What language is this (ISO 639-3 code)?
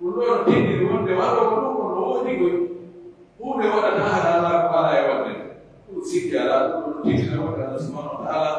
fuf